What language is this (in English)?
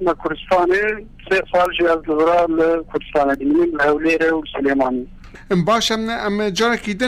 Kurdish